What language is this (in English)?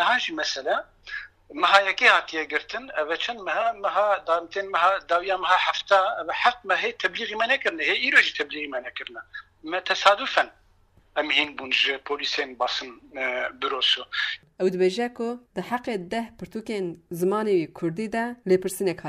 Kurdish